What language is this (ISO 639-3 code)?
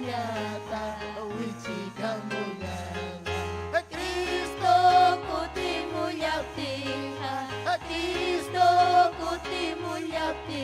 quy